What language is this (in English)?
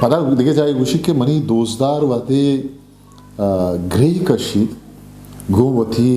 Eastern Balochi